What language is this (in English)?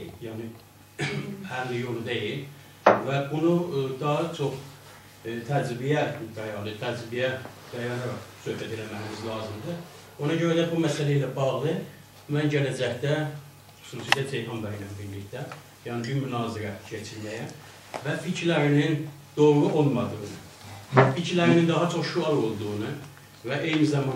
South Azerbaijani